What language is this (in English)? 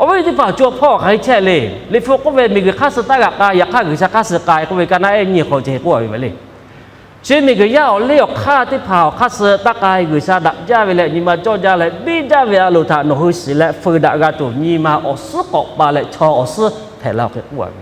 Lahu